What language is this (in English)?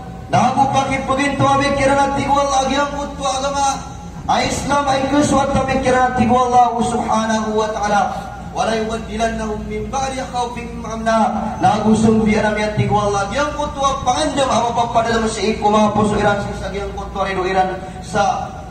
Maranao